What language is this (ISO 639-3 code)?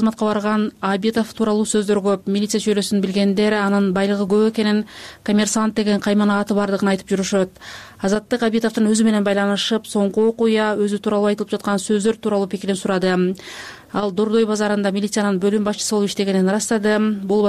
kir